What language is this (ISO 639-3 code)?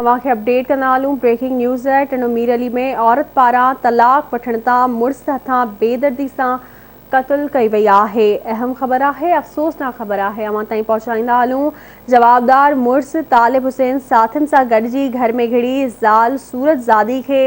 snd